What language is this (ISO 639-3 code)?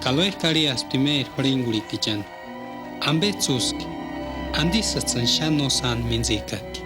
tsz